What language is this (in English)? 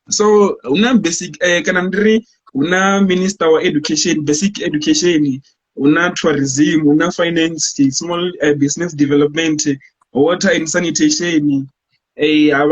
Venda